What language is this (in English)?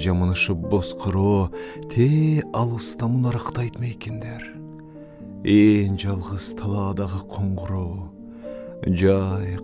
Kyrgyz